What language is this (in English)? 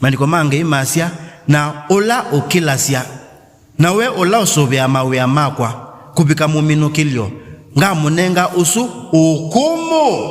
Kamba